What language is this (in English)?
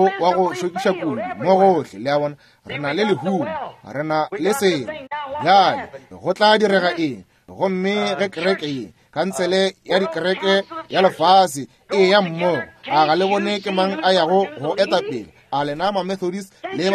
Northern Sotho